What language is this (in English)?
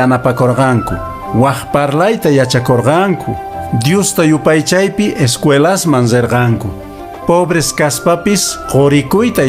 Quechua